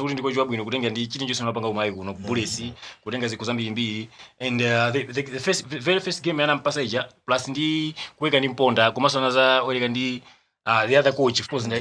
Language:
Nyanja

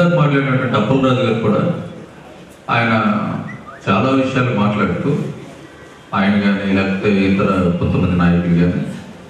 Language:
Telugu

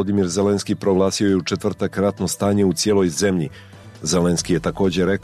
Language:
Croatian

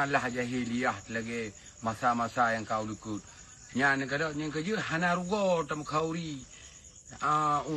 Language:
Achinese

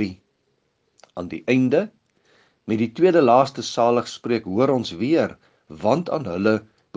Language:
Afrikaans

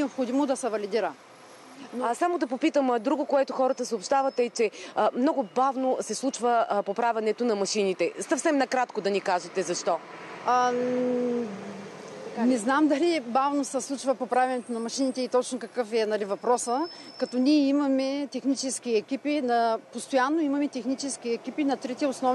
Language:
Bulgarian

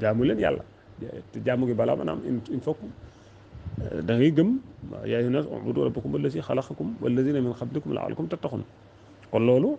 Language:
Wolof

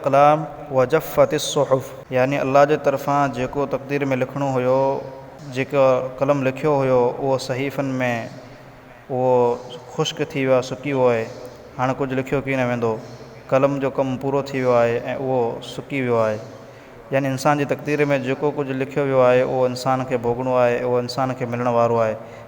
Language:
Sindhi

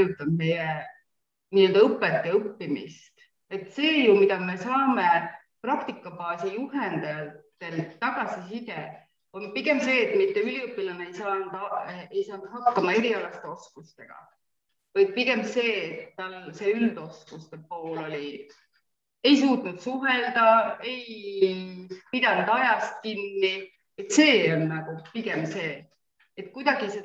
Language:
Estonian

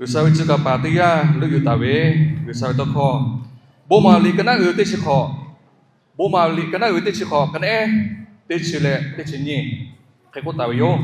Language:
Lahu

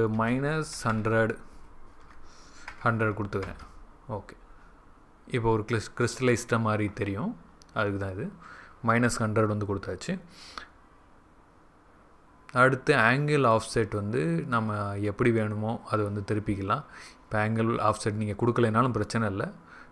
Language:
Tamil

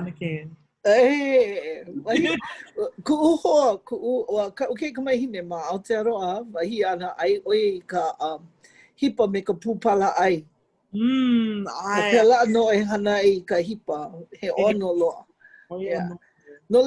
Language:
Hawaiian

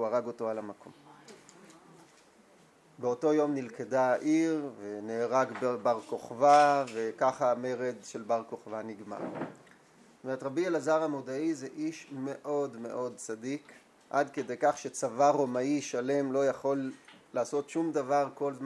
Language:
Hebrew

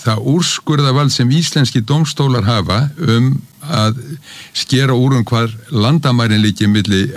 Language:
Icelandic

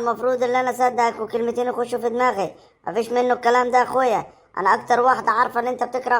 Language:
Egyptian Arabic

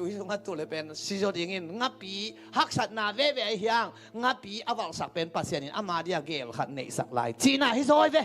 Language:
Tedim Chin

